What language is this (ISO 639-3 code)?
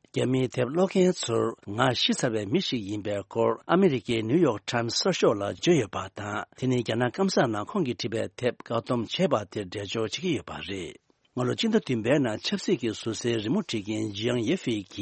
bod